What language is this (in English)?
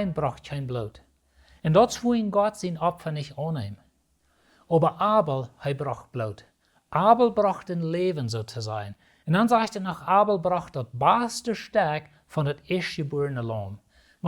Plautdietsch